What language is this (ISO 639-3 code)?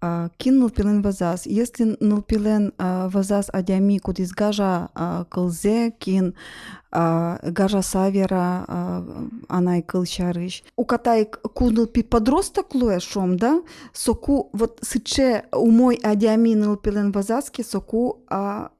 udm